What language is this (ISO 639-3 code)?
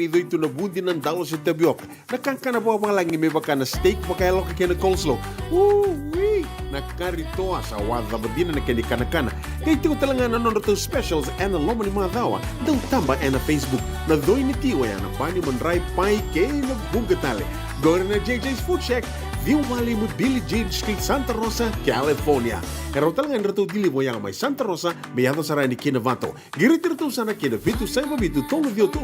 fij